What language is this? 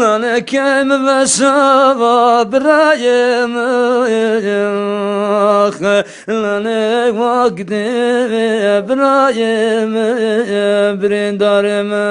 Zaza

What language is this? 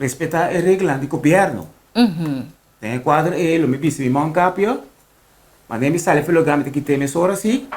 Papiamento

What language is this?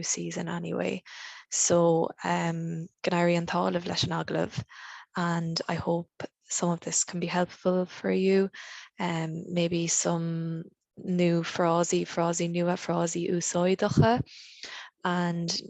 Irish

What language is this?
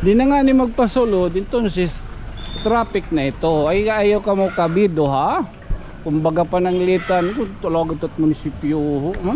Waray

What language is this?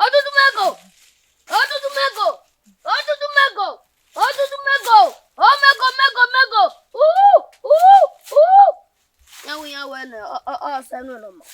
Bini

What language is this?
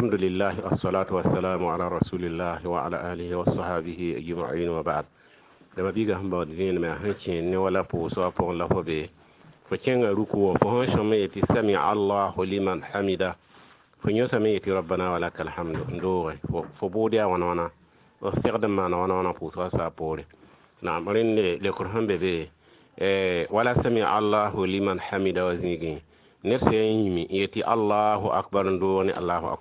Mossi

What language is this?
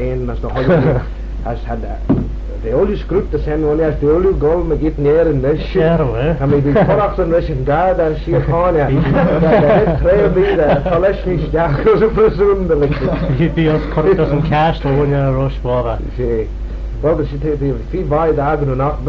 Manx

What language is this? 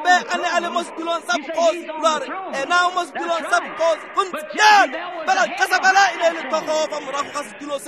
Tswana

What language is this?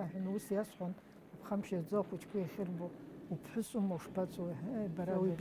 Abkhazian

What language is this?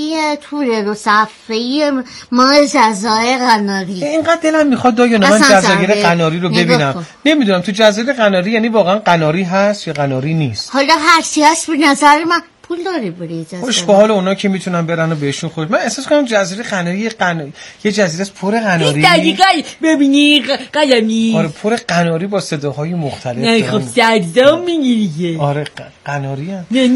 Persian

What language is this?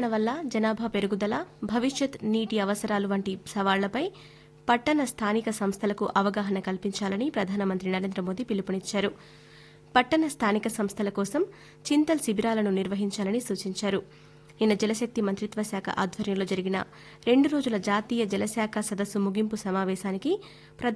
Telugu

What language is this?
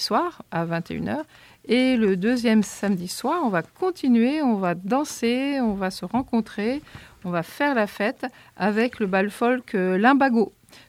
French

